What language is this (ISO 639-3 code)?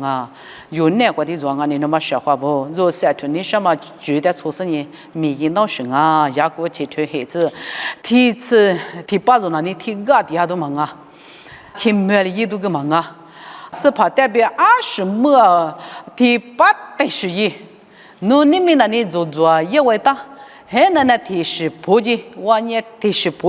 lis